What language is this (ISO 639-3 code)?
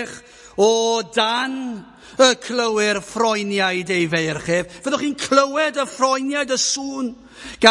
cym